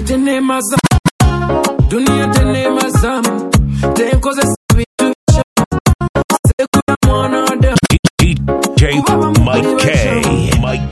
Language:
Swahili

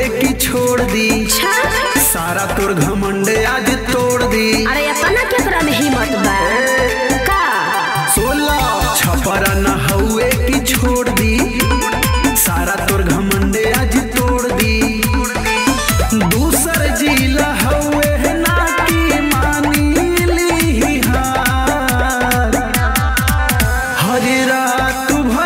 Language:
Bhojpuri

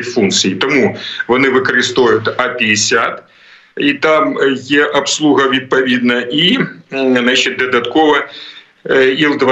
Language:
Ukrainian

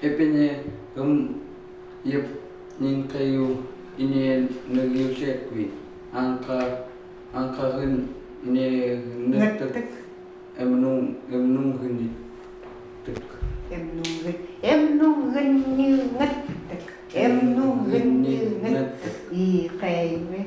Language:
Chukot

